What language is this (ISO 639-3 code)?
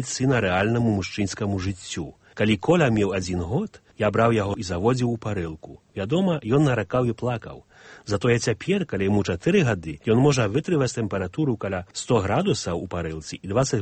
bel